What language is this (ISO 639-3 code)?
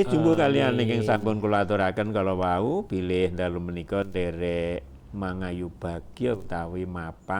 jav